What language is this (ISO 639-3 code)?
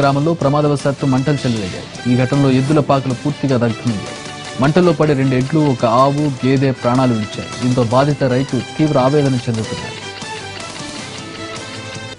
tel